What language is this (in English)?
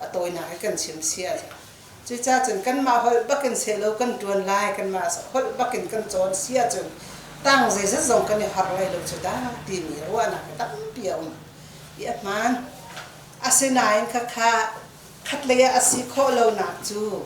Hakha Chin